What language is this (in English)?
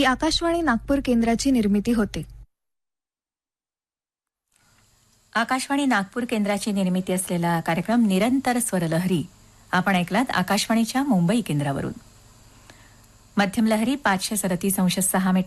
Marathi